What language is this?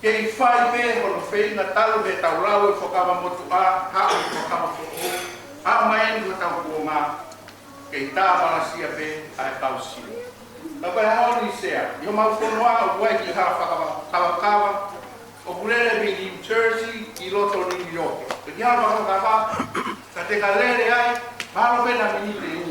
Tongan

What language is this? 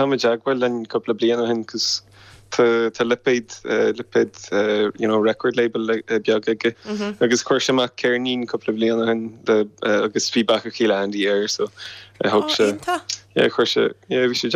Irish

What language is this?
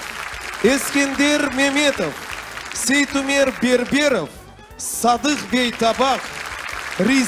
Crimean Tatar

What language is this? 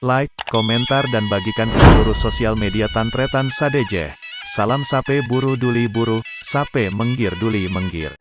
Madurese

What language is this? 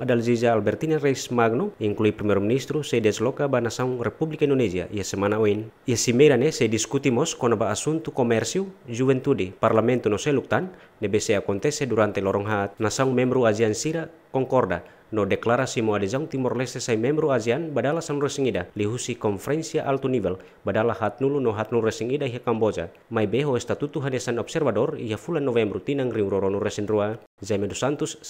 Tetum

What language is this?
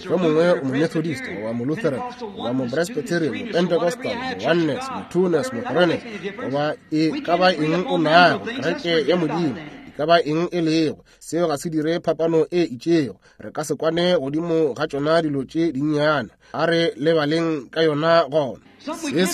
Northern Sotho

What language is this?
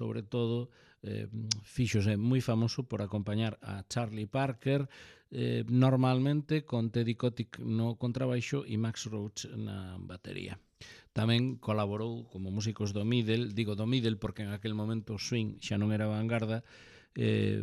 Galician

